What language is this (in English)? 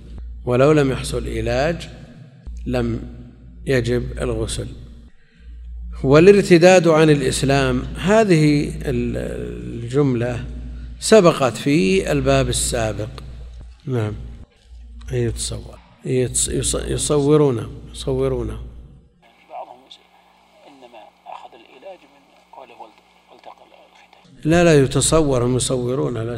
Arabic